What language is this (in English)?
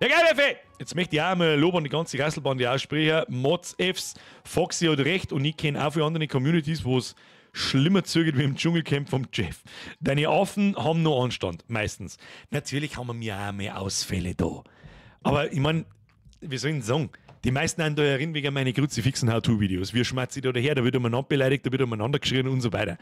Bavarian